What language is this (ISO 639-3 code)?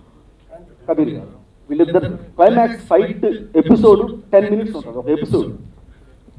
tel